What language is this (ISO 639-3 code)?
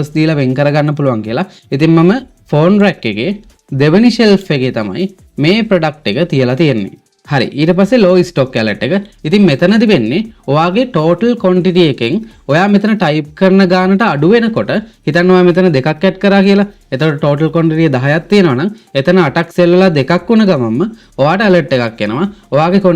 sin